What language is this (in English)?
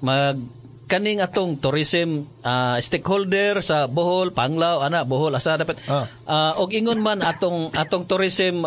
Cebuano